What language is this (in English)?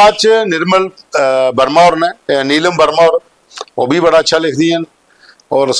Dogri